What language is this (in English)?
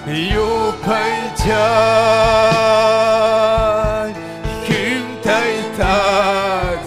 Ayacucho Quechua